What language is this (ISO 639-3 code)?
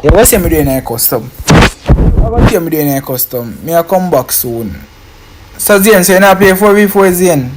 jam